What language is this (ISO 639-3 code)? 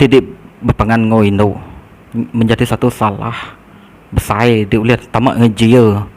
iba